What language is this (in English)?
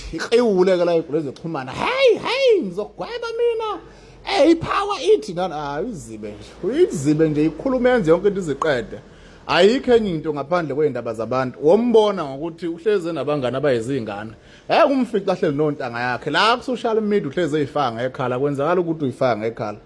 Zulu